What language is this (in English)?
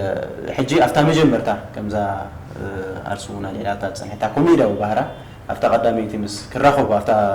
Tigrinya